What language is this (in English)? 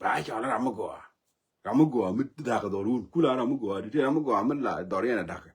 Nuer